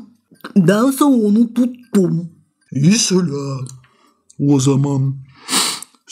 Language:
Gagauz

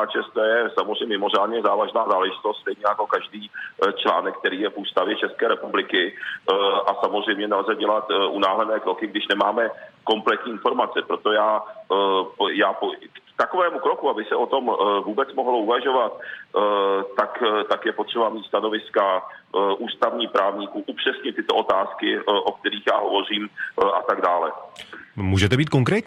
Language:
Czech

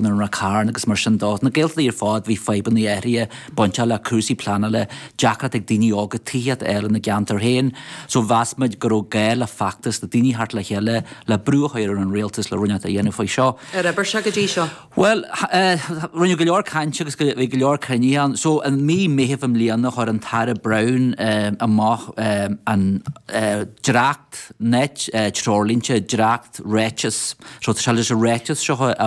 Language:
Irish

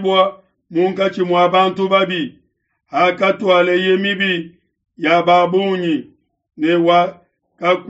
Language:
Luba-Lulua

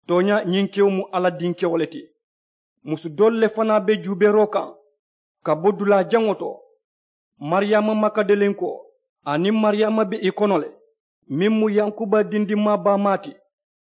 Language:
Mandingo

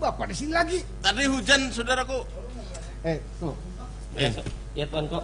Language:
Banjar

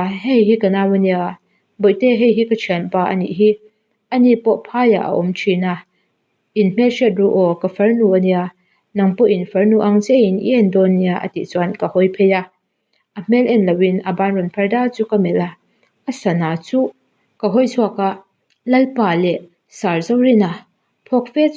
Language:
Mizo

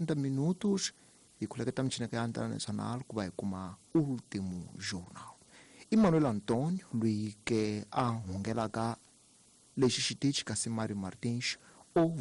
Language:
Tsonga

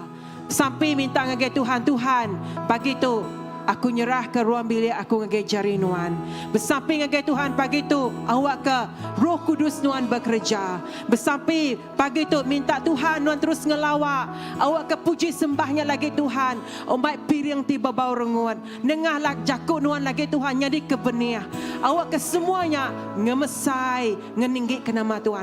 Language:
Iban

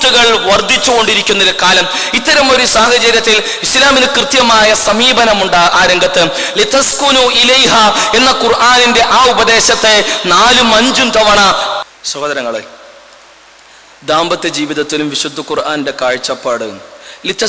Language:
Malayalam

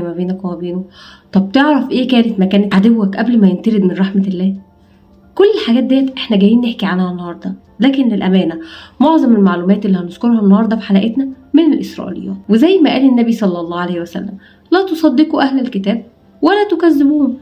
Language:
Egyptian Arabic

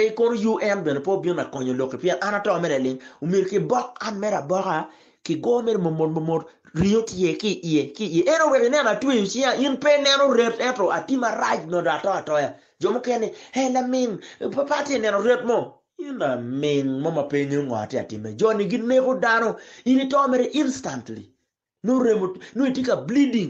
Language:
Acoli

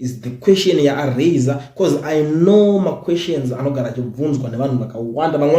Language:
Shona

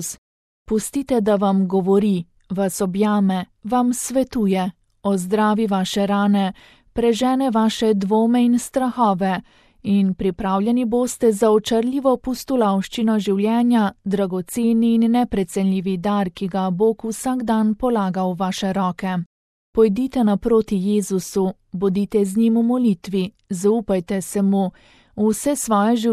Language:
Slovenian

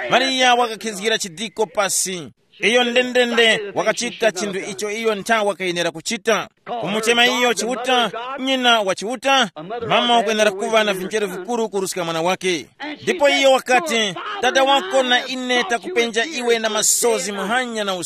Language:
Tumbuka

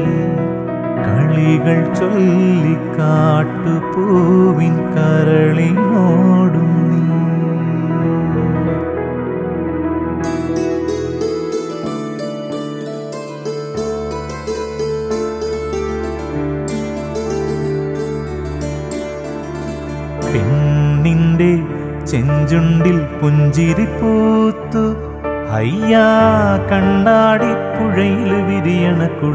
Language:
Malayalam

